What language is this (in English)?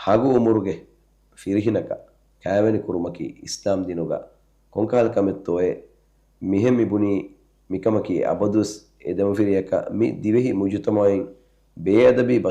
Divehi